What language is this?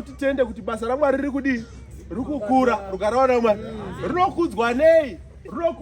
Shona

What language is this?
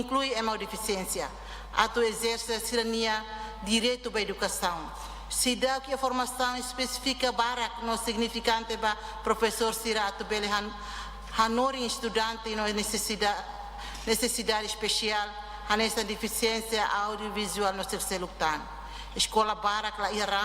Tetum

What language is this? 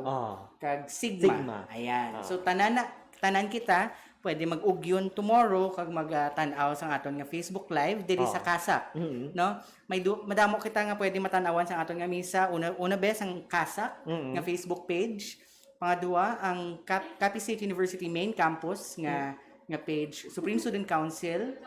Hiligaynon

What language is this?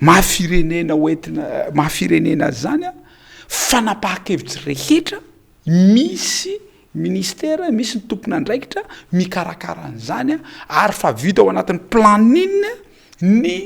Malagasy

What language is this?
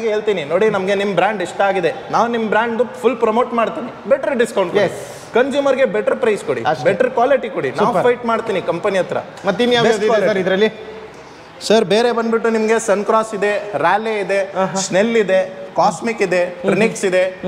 Kannada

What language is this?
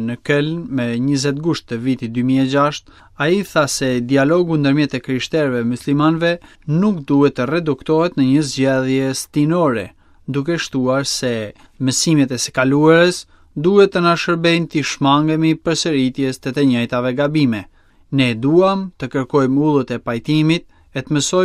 Albanian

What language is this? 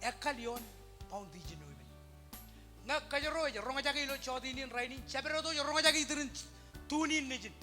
Marshallese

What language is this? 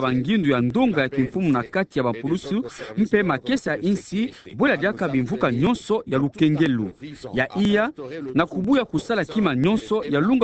Kituba (Democratic Republic of Congo)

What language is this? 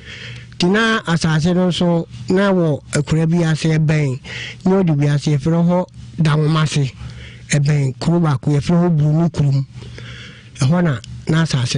Akan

